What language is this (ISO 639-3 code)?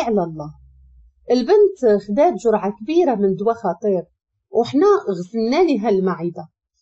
ary